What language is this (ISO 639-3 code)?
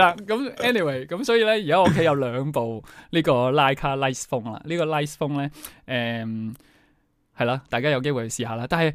yue